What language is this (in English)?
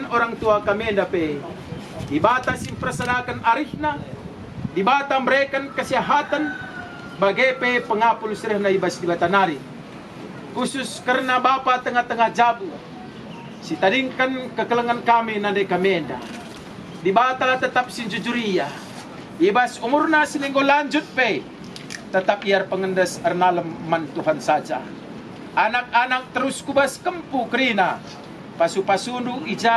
Batak Karo